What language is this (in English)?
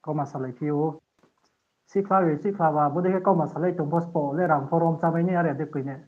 Riang (India)